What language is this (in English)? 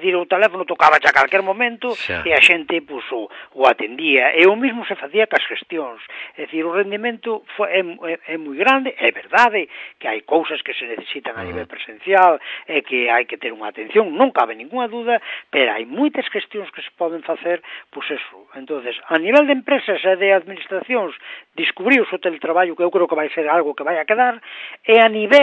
Galician